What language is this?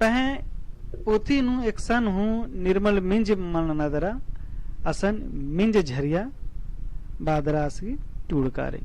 Kurukh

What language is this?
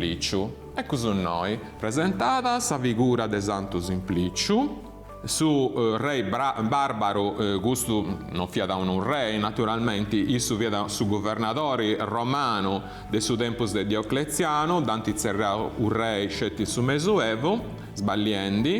Sardinian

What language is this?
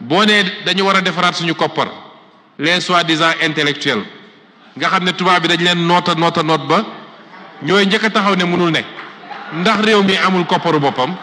Wolof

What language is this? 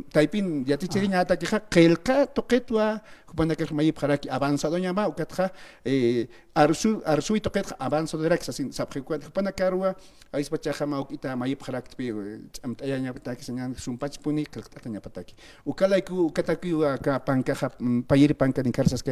Aymara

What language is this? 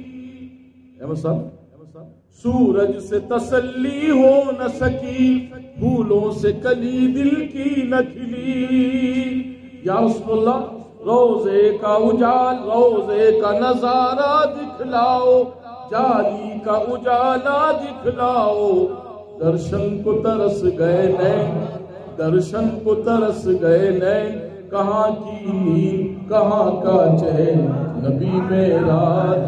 Urdu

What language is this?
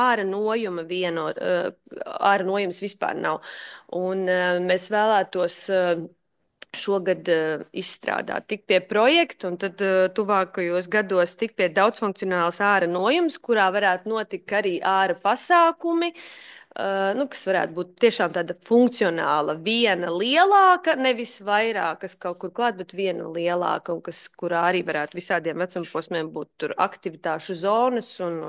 Latvian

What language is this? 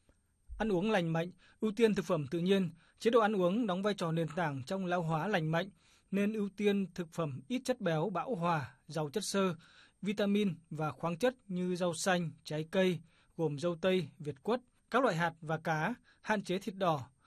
Vietnamese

